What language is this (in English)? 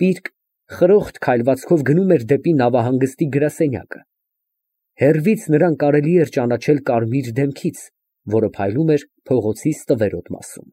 Armenian